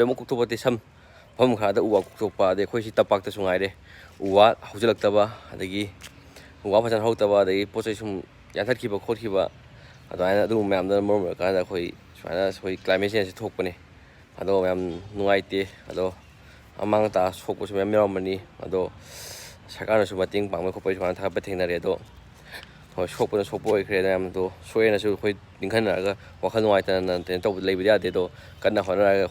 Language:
Manipuri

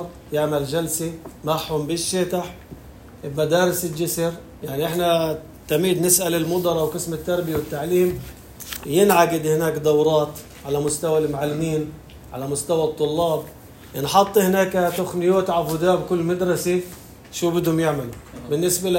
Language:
North Levantine Arabic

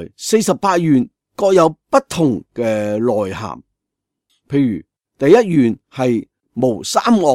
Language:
Cantonese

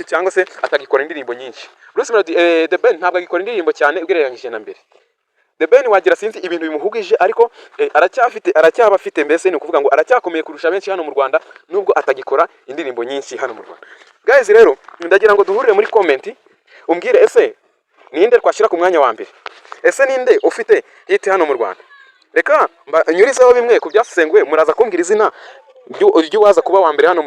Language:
Kinyarwanda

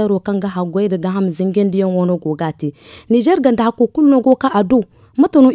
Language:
Zarma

